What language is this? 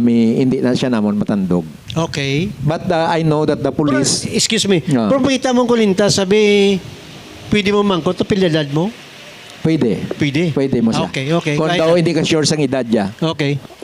Hiligaynon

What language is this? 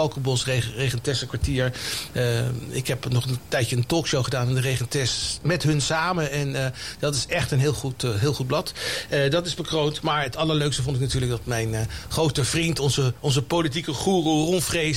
Dutch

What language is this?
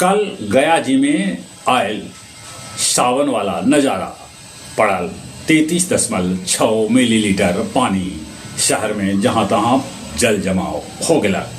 Magahi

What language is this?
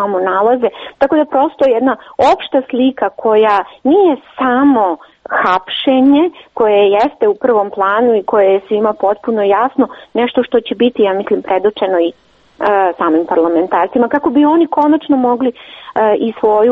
Serbian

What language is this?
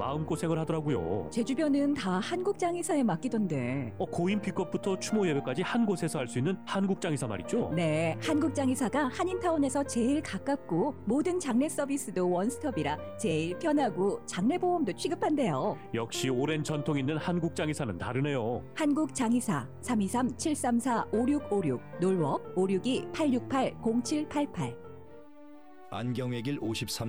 Korean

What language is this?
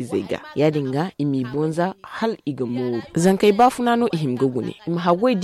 Zarma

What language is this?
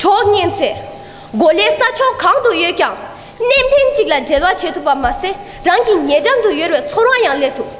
Tibetan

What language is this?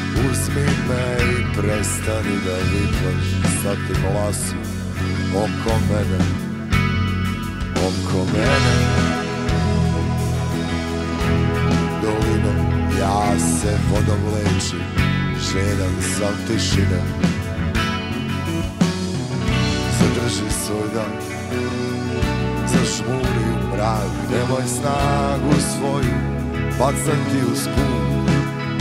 Serbian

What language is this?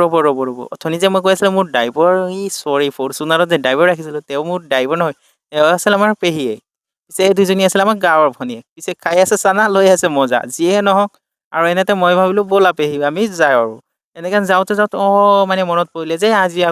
Assamese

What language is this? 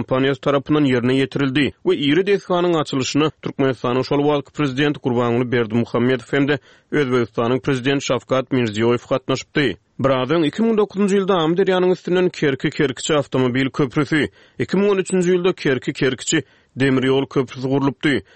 Turkmen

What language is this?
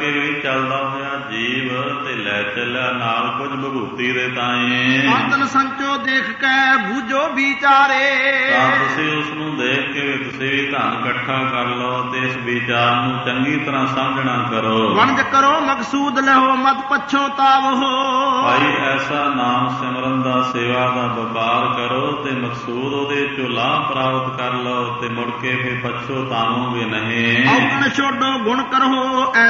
Punjabi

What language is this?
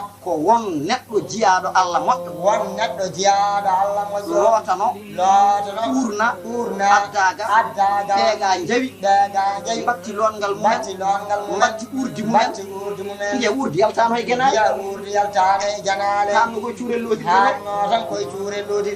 Fula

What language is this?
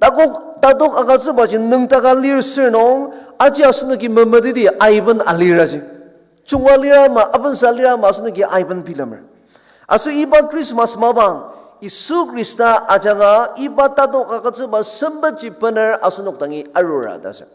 Ao Naga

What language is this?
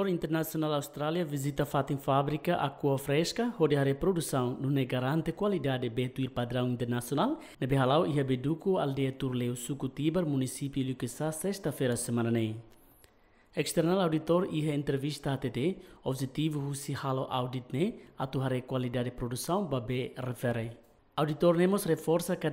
Tetum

